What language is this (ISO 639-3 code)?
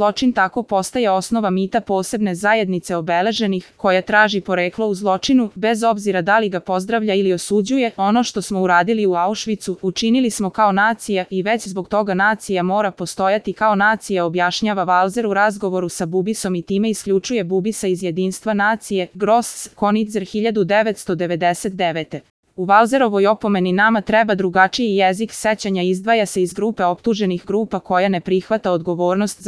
srp